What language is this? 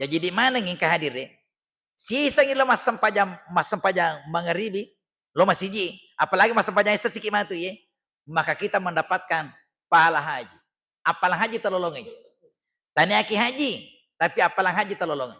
Buginese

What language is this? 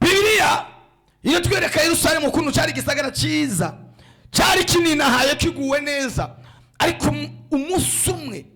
Rundi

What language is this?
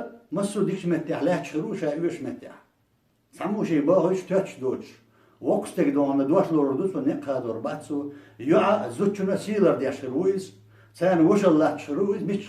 Chechen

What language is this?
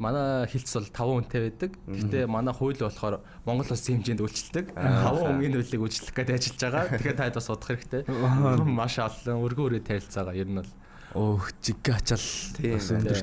Mongolian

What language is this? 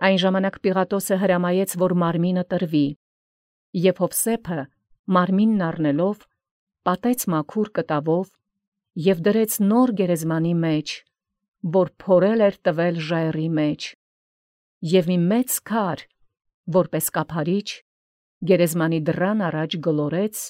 Armenian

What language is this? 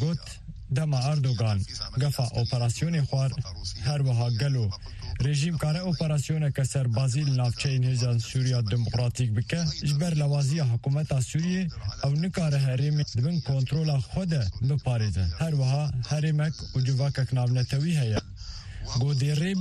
Kurdish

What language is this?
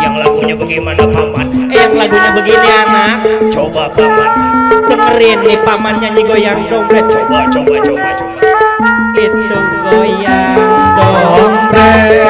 Betawi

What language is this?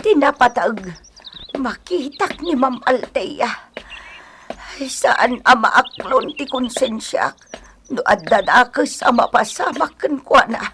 Iloko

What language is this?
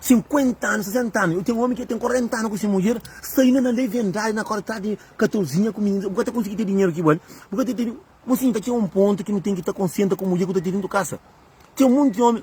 Kabuverdianu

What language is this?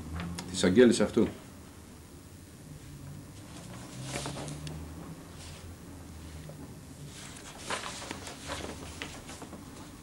Greek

